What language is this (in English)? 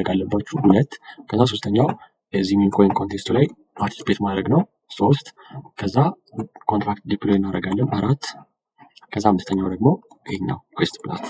Amharic